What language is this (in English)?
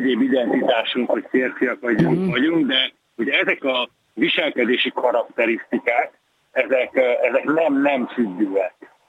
Hungarian